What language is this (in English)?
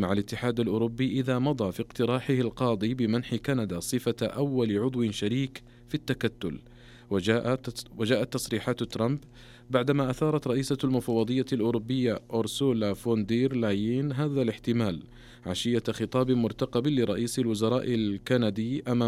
Arabic